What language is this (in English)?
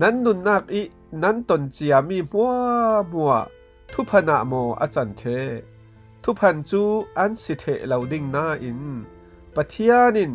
Falam Chin